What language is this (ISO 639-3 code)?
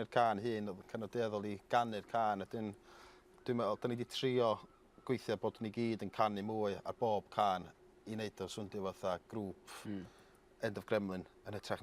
cym